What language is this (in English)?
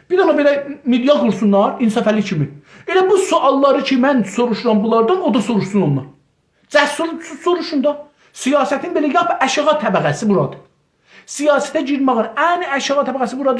South Azerbaijani